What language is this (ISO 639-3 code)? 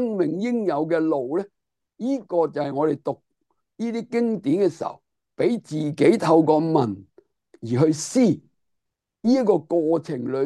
yue